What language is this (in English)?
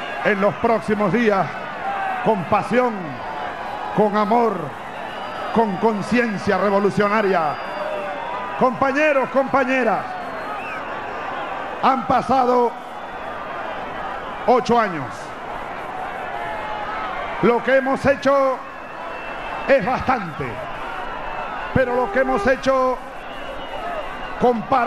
Spanish